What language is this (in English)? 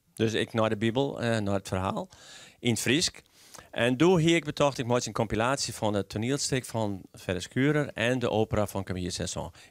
Western Frisian